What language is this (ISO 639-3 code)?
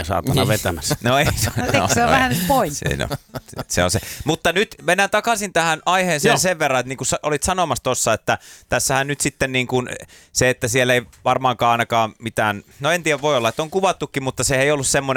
fin